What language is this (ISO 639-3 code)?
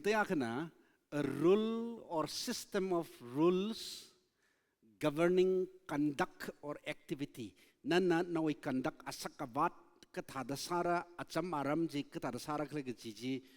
nmf